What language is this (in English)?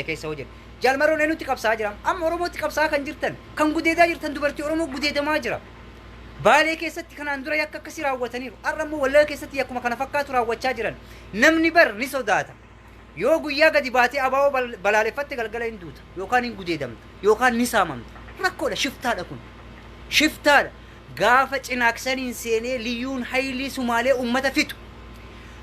Oromo